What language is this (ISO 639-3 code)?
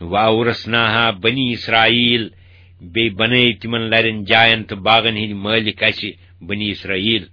kas